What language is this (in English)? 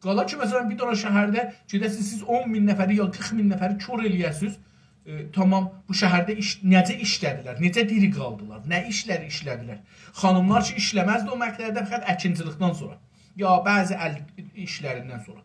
South Azerbaijani